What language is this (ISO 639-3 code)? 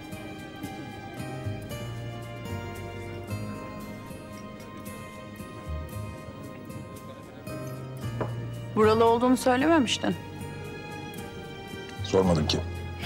tur